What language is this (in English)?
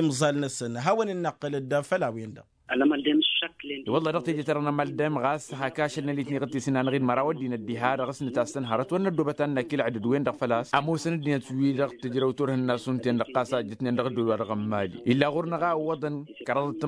Tamasheq